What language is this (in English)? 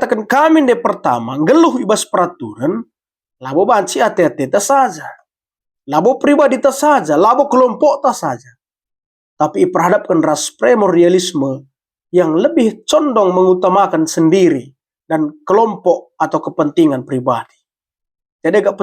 Batak Karo